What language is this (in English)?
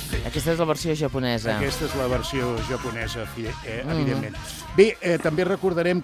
Catalan